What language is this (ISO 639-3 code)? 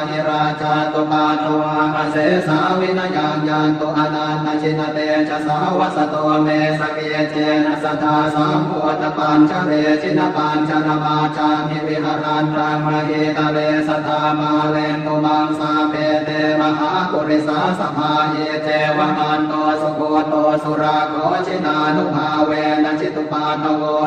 pli